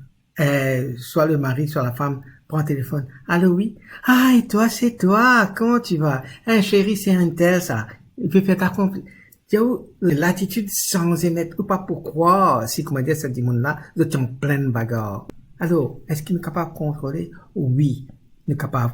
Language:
Morisyen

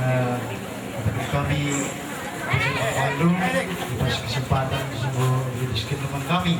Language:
Batak Karo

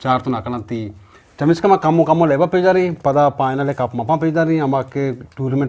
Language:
Eastern Balochi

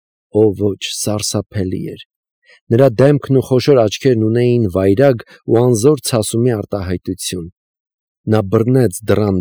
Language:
Armenian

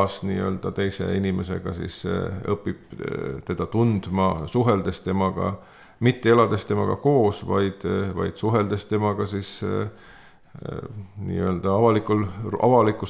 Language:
Estonian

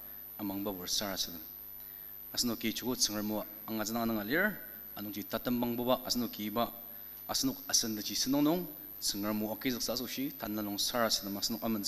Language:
Ao Naga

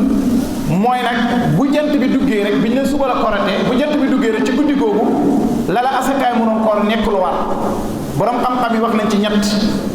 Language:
Wolof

